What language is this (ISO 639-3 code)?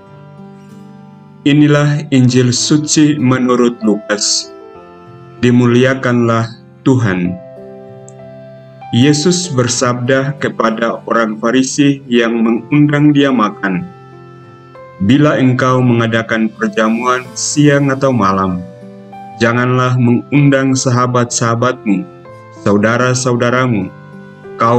ind